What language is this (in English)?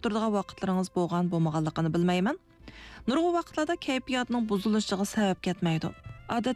Uyghur